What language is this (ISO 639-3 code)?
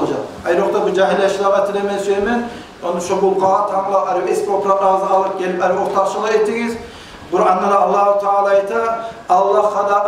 kum